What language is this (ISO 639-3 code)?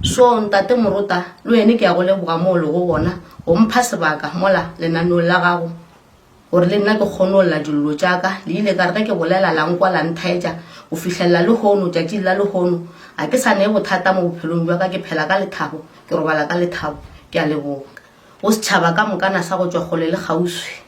nso